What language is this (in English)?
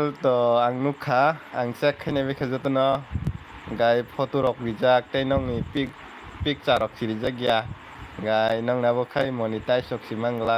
Kok Borok